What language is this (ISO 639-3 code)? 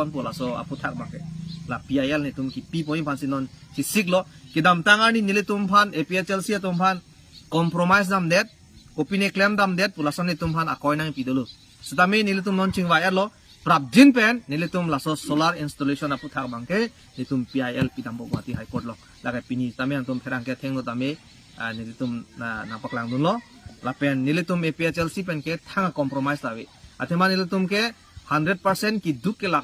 mjw